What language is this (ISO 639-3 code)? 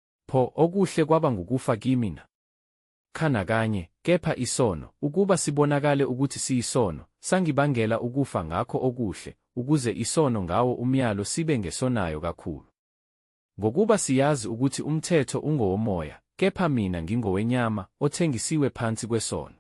zul